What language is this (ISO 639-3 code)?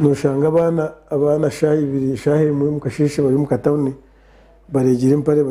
nyn